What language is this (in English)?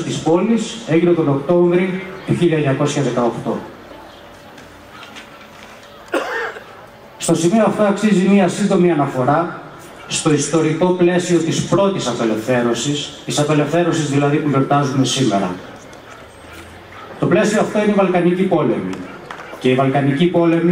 Greek